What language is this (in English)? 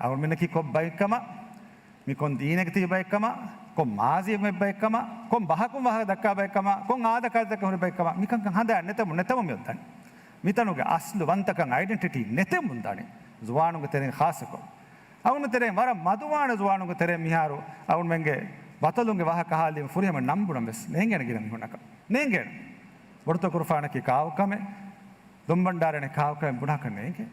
Divehi